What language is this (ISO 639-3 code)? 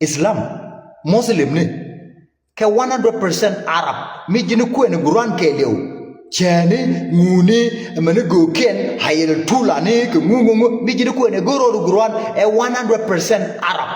nus